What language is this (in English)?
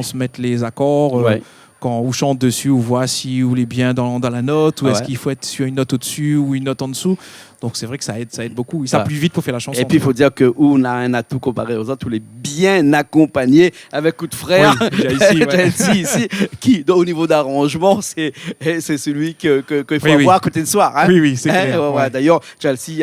Réunion Creole French